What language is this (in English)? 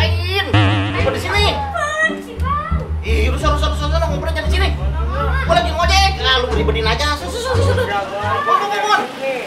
Betawi